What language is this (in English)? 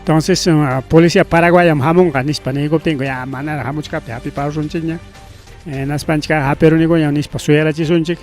Ayacucho Quechua